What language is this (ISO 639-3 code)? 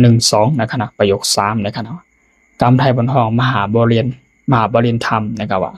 shn